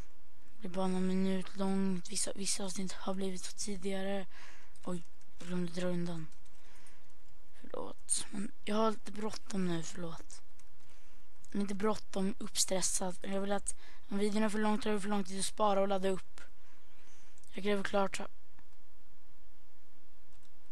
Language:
Swedish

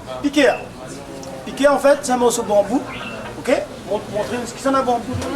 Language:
Réunion Creole French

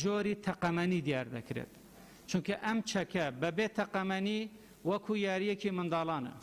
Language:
Central Kurdish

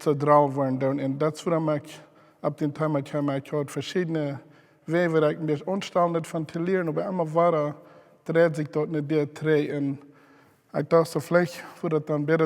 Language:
Plautdietsch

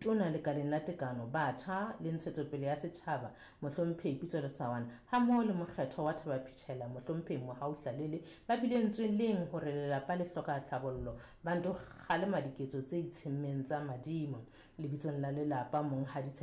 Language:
Southern Sotho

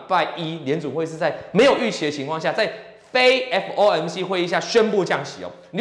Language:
Chinese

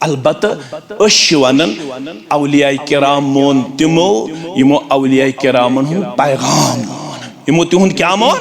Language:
Kashmiri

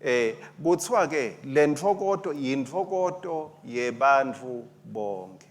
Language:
Swati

